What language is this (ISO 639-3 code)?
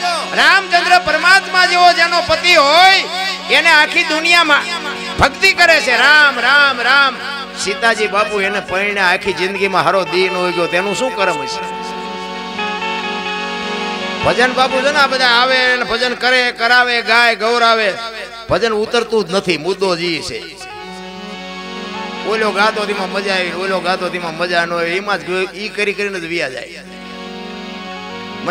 guj